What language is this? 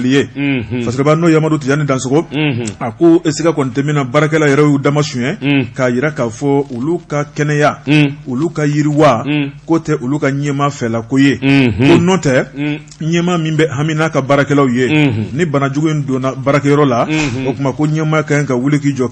Bambara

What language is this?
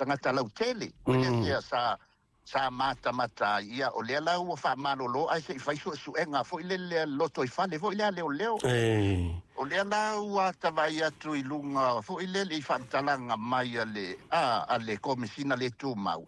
Samoan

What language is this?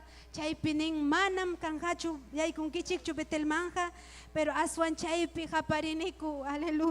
Ayacucho Quechua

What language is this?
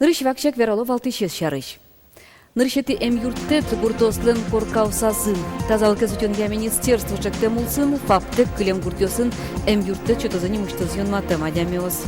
Udmurt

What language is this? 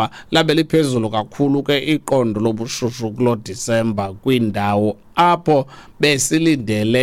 Xhosa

